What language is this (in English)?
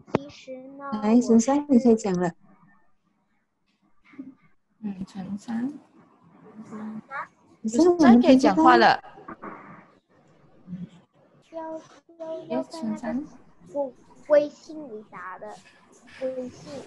Chinese